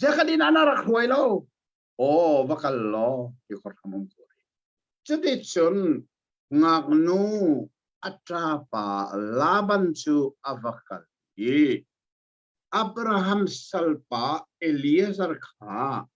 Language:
Hakha Chin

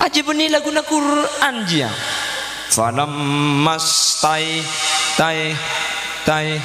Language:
Madurese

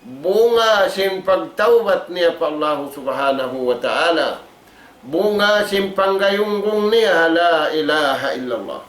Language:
Tausug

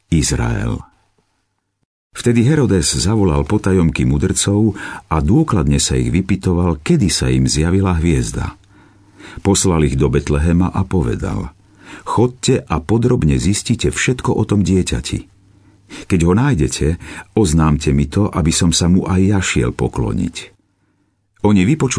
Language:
Slovak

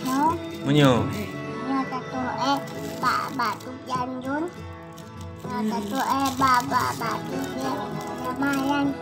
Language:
Achinese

